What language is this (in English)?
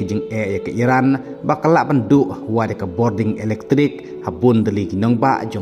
Khasi